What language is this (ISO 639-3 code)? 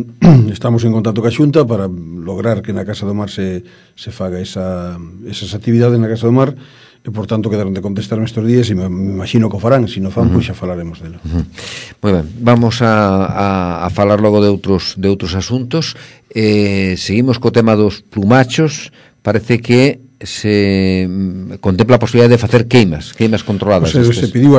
glg